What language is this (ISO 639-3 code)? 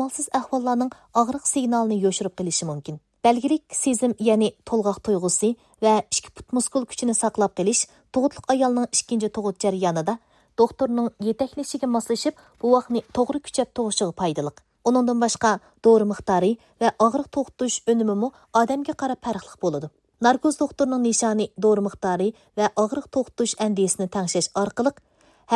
uig